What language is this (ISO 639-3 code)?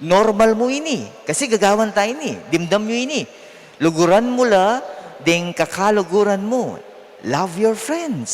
pam